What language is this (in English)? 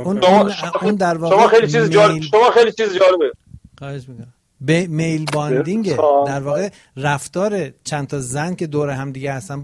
Persian